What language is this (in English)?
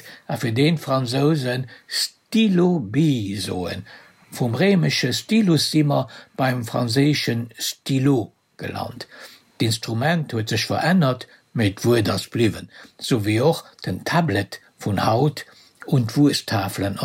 Luxembourgish